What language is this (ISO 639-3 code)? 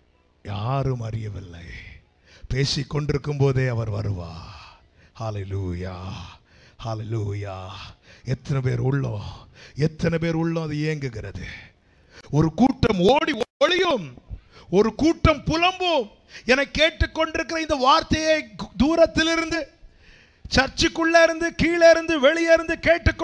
tam